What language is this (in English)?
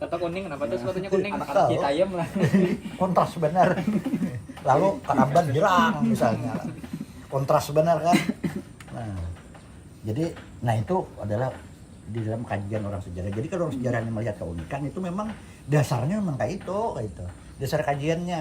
Banjar